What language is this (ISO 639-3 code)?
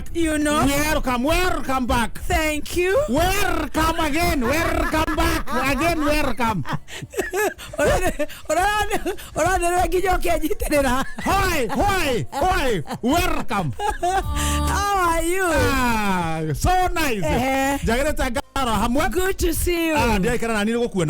kik